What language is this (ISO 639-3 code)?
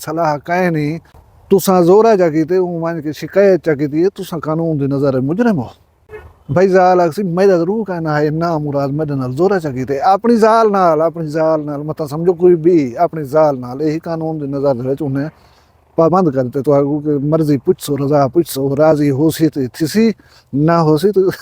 skr